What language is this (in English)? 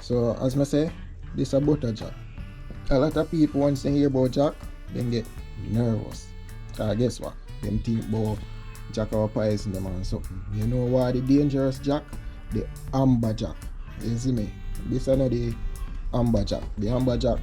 Jamaican Creole English